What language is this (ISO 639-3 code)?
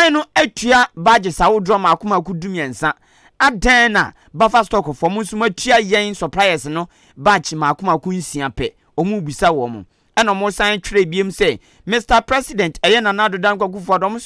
aka